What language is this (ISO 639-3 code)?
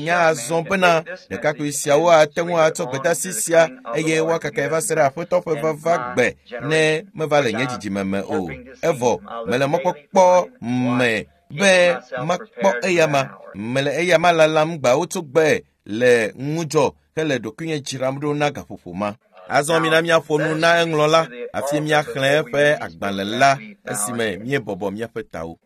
ewe